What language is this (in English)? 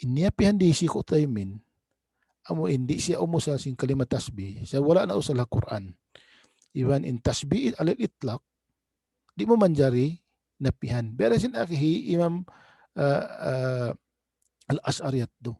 Tausug